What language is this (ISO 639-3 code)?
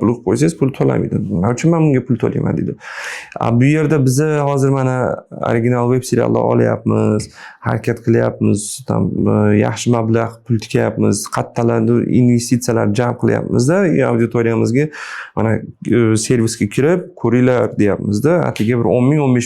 uzb